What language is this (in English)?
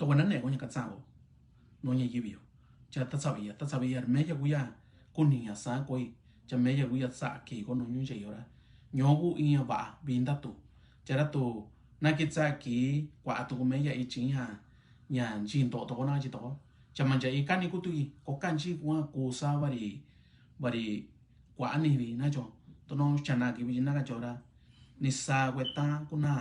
Mixtepec Mixtec